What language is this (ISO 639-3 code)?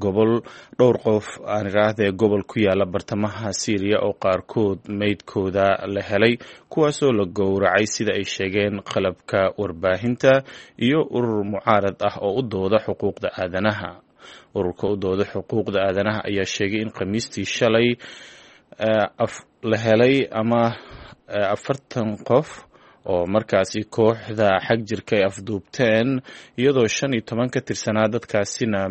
som